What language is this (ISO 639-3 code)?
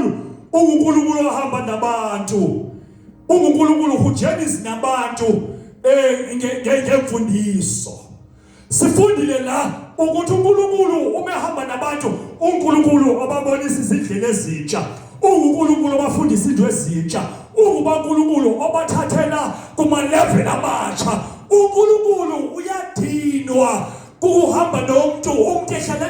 zul